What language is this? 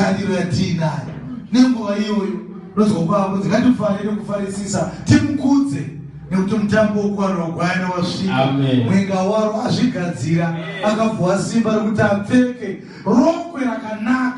Shona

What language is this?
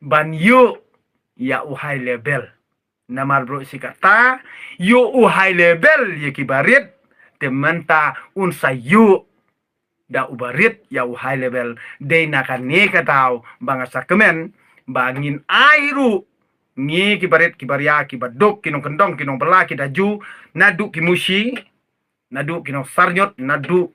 Khasi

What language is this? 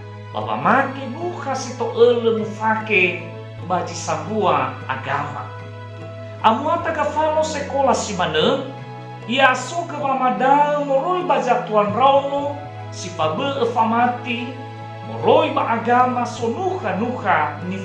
Nias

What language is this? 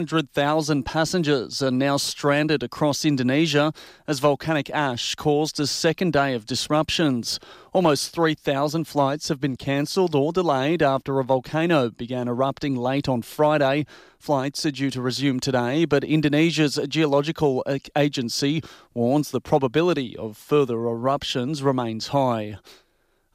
English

